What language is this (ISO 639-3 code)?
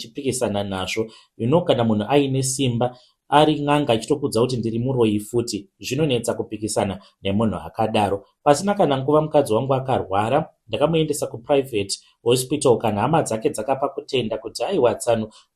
sna